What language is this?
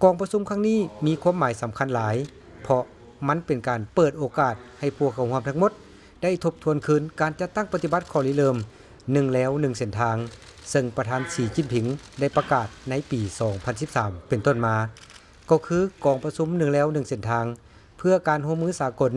Lao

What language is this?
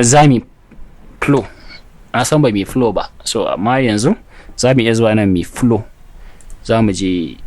Hausa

